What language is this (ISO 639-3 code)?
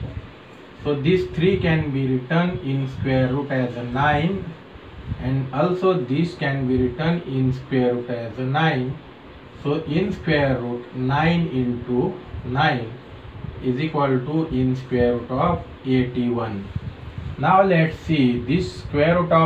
eng